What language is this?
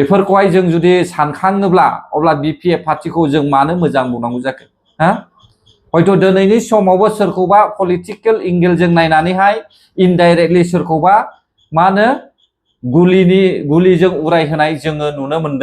Bodo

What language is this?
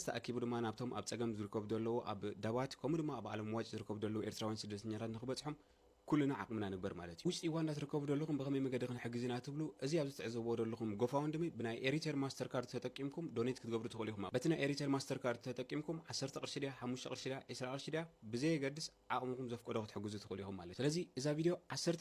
Tigrinya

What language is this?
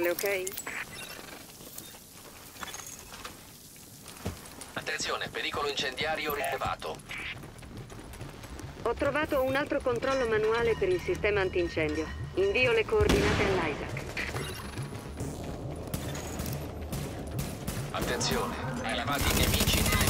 Italian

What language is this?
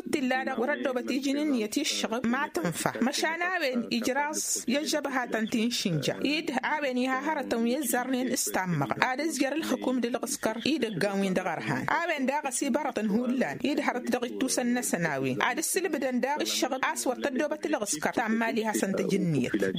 Tamasheq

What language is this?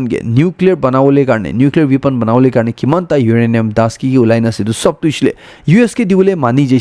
Naga Pidgin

